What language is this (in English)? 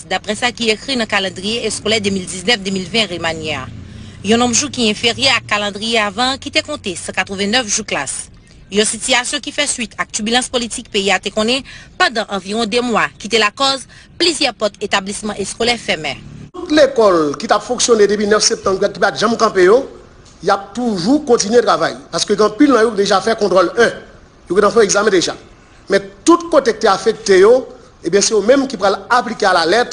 Haitian Creole